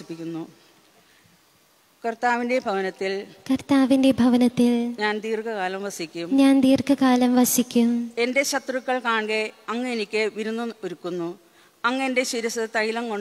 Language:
Malayalam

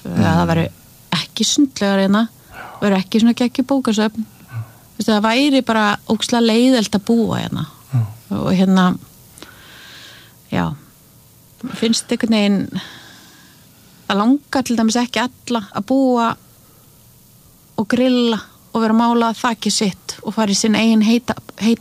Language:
Icelandic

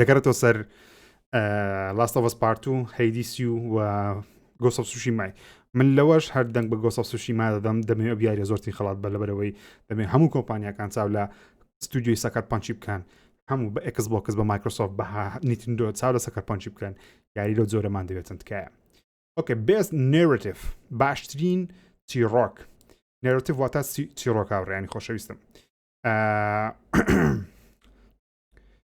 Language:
Central Kurdish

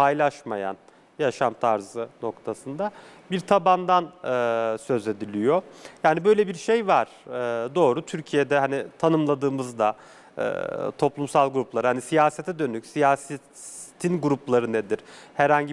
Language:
Turkish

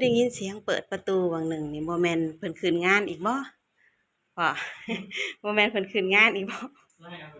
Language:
Lao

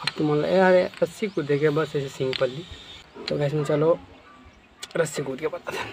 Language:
Chhattisgarhi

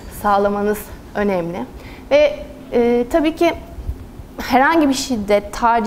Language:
Turkish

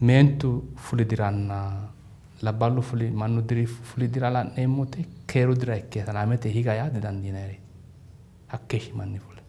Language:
Sidamo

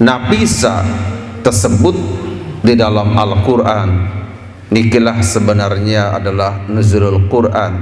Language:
Sasak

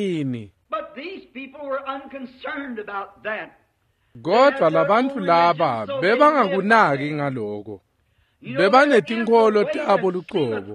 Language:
Swati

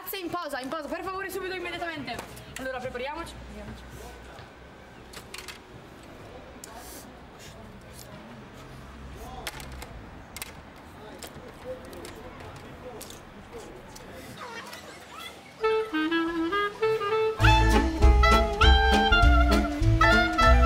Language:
Italian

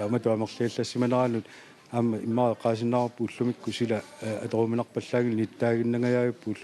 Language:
Kalaallisut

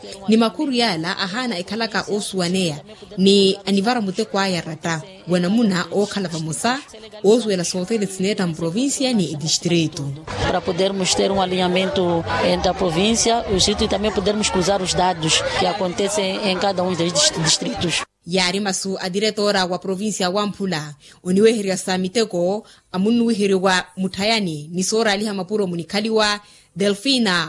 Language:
Makhuwa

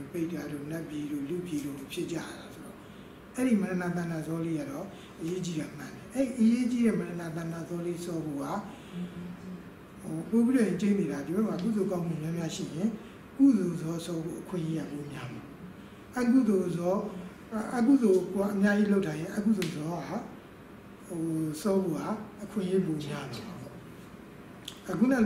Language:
Burmese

